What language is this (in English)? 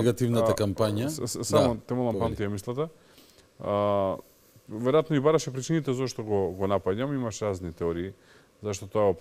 Macedonian